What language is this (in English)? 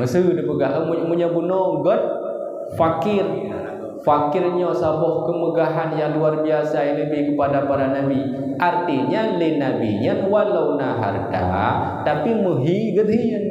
Achinese